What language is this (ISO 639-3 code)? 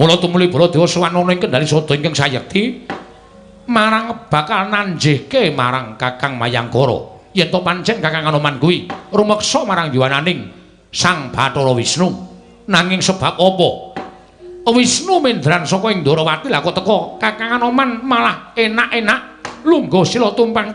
jav